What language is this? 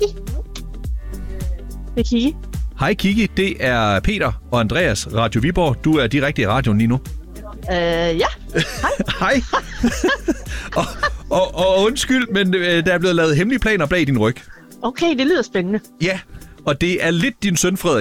Danish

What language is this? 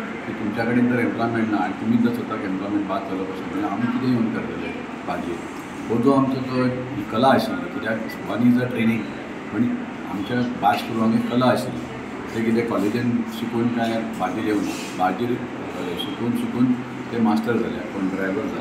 Konkani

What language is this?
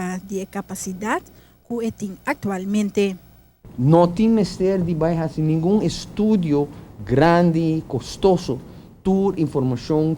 Papiamento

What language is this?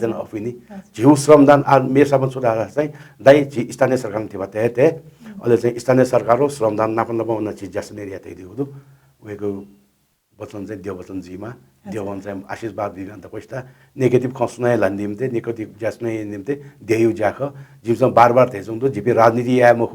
Newari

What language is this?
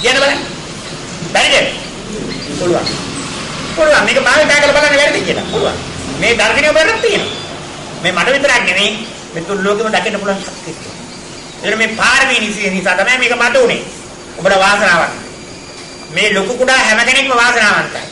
Sinhala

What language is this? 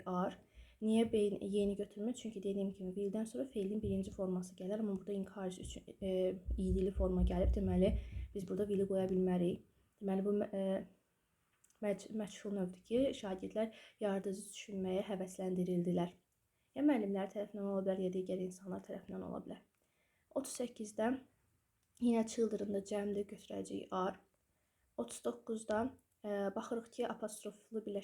Azerbaijani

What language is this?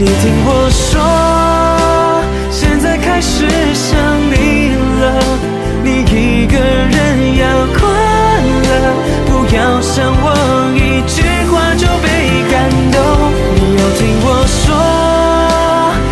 Chinese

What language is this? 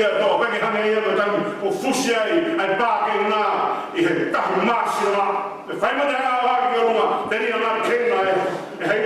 Tongan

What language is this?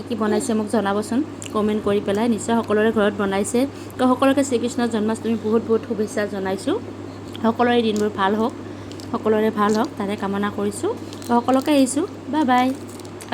Assamese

